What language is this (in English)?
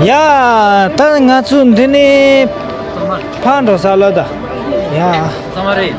Tibetan